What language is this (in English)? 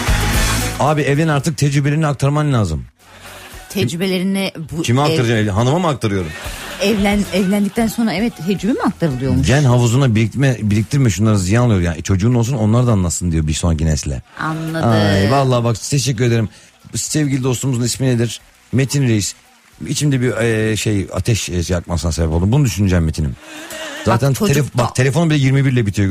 Turkish